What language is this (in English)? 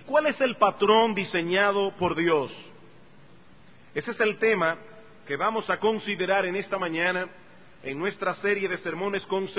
Spanish